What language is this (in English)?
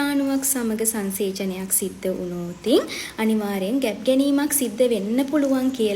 Sinhala